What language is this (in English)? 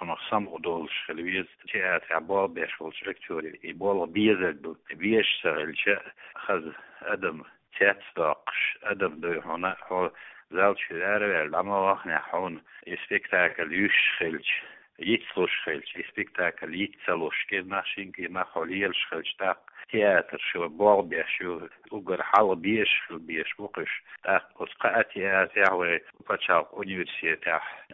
Chechen